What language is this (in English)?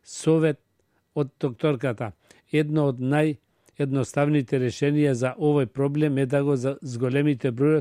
Macedonian